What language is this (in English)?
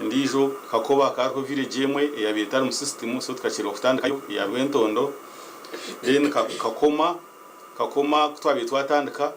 Nyankole